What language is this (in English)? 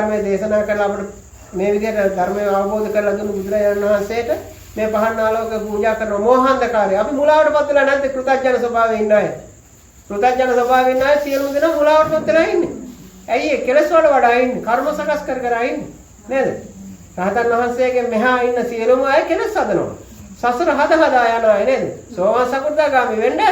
Sinhala